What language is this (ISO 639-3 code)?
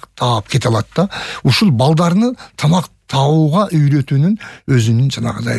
kir